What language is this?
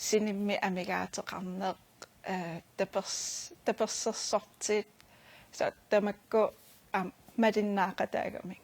Kalaallisut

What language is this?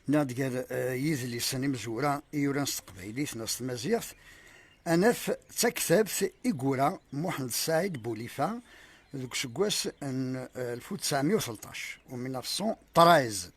Kabyle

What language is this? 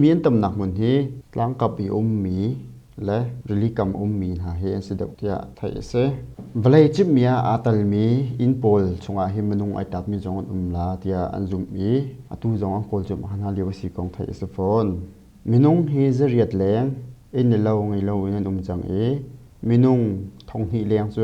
Hakha Chin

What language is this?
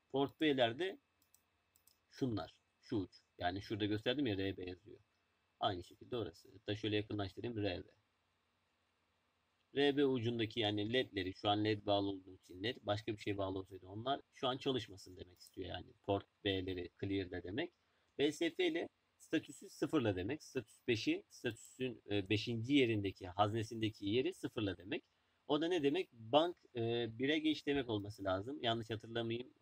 Turkish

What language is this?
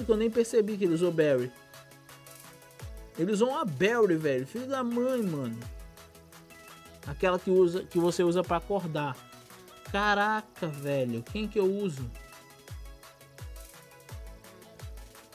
Portuguese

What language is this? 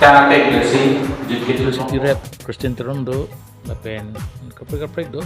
Karbi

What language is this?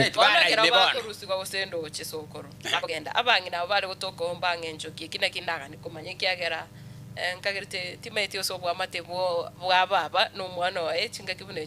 Gusii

